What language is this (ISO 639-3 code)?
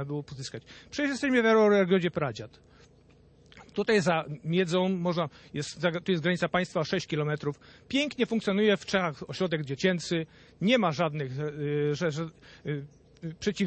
pol